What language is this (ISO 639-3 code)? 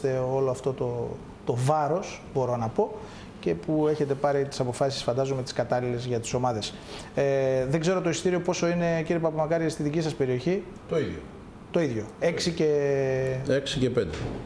ell